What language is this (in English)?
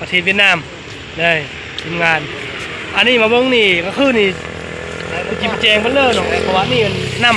Lao